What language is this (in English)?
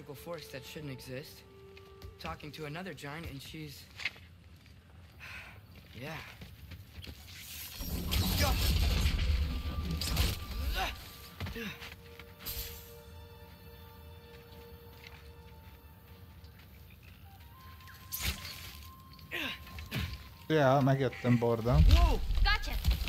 Hungarian